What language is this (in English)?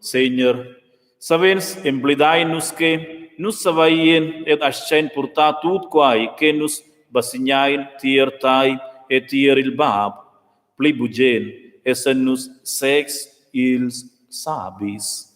Romansh